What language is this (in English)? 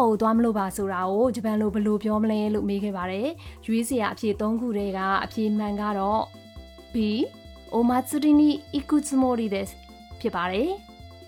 Burmese